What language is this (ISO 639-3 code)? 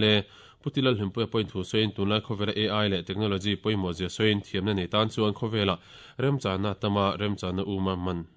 lus